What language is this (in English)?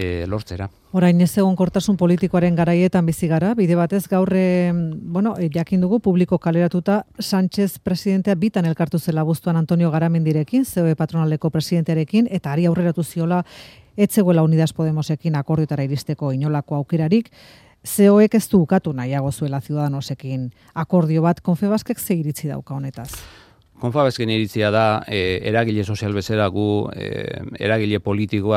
Basque